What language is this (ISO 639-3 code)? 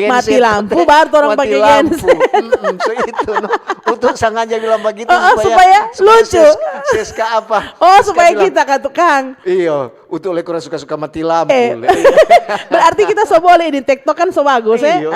xmm